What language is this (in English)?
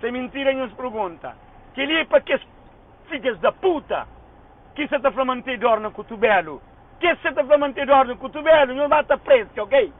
Kabuverdianu